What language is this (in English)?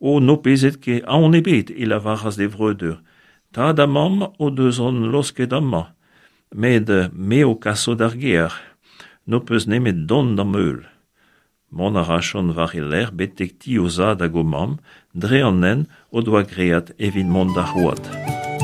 Breton